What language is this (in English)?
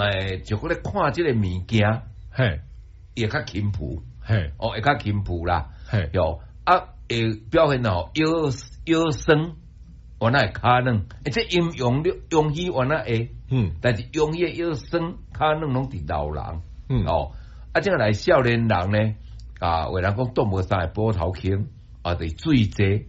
Min Nan Chinese